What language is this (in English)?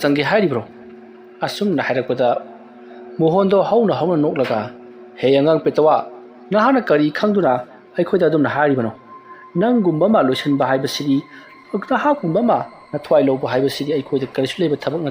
Manipuri